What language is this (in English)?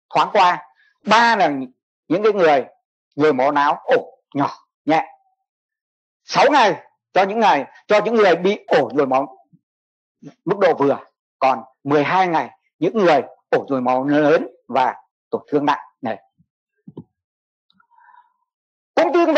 Vietnamese